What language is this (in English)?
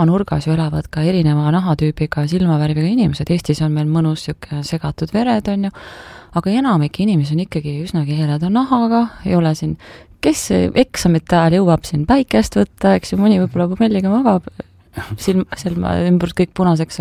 Estonian